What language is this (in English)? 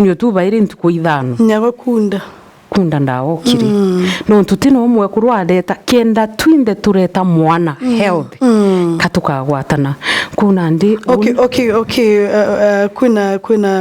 Meru